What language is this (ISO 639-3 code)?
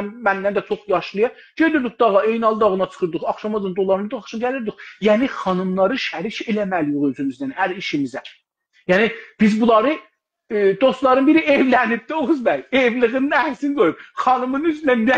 azb